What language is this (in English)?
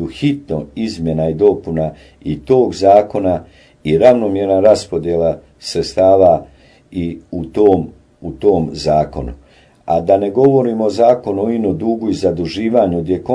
Bosnian